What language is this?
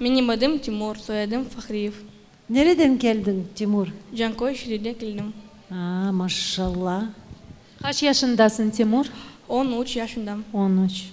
Crimean Tatar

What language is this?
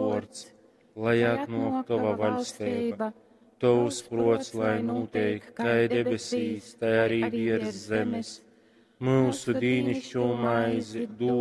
Latgalian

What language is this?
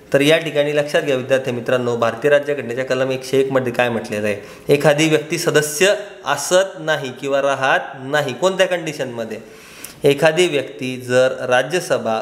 Marathi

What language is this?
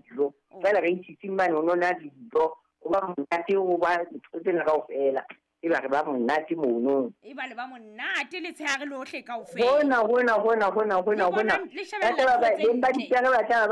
Southern Sotho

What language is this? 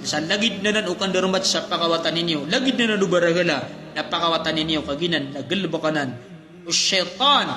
Maranao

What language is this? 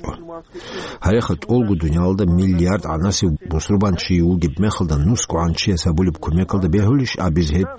Avaric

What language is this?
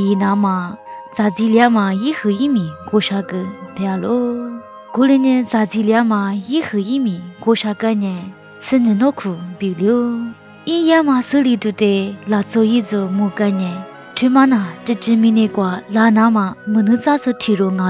Lisu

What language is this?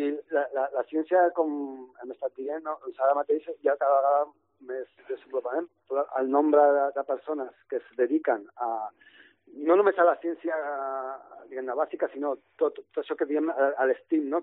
Catalan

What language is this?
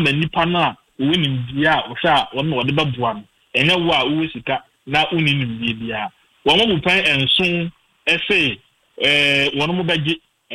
Akan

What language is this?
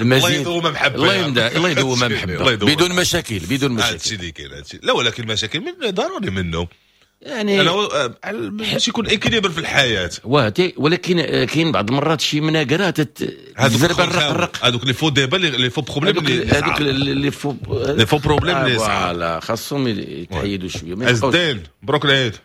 Moroccan Arabic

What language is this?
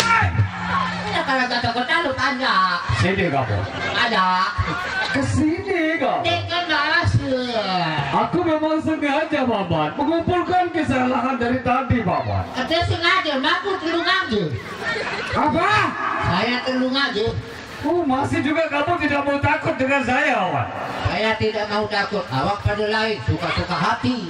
Sasak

